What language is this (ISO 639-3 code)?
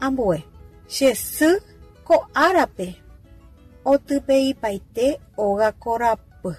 grn